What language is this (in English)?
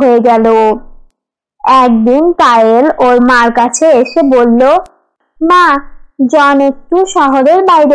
Bangla